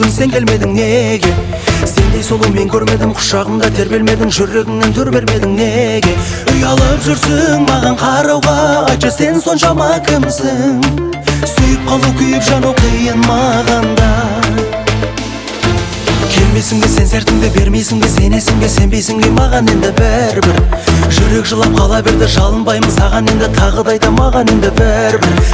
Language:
Kazakh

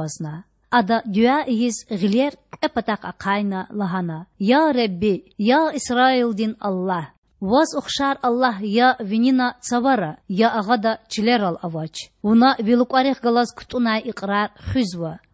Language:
Lezghian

